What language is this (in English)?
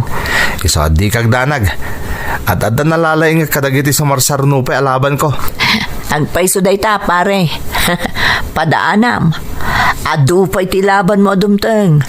Iloko